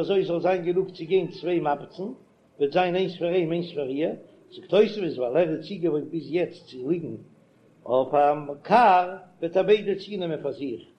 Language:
Yiddish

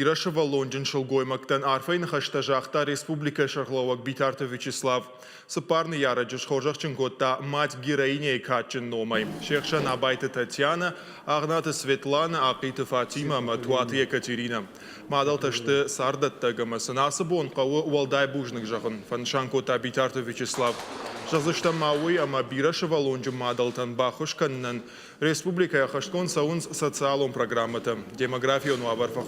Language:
Ossetic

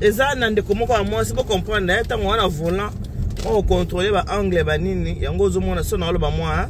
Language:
Lingala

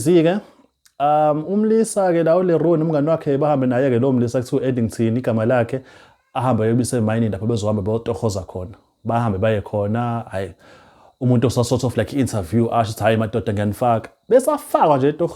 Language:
Zulu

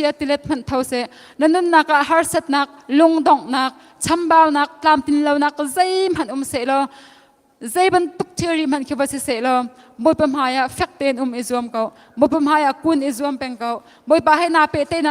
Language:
Hakha Chin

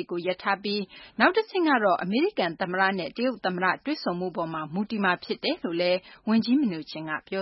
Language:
Burmese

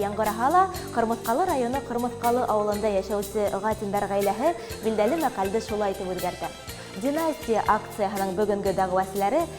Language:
Bashkir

